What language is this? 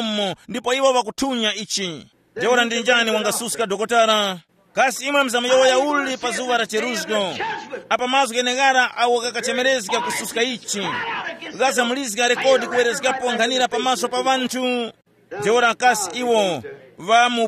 Tumbuka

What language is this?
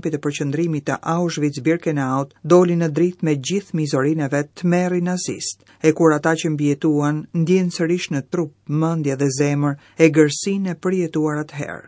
Albanian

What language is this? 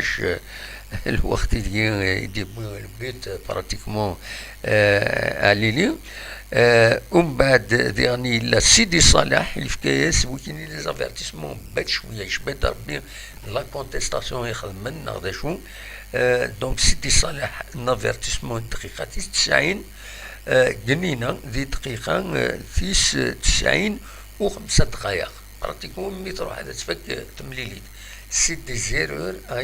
Kabyle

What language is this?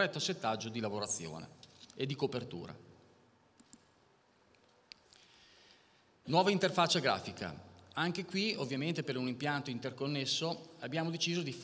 Italian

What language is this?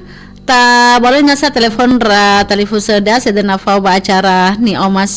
Nias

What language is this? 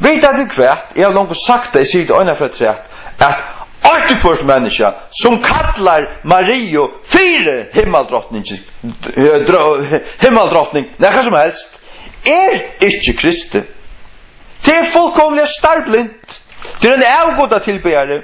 Faroese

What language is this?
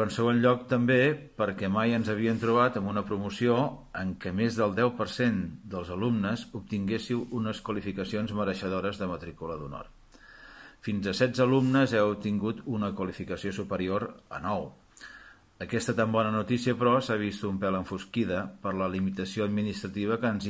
Catalan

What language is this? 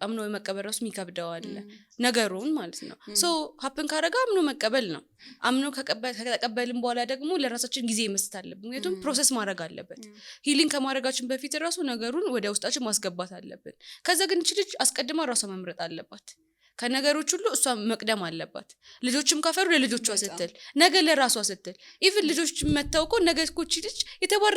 Amharic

